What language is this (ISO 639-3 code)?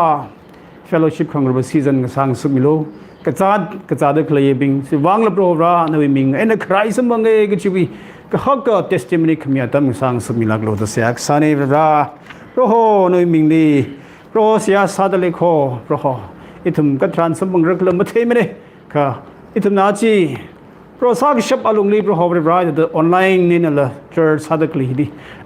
nmf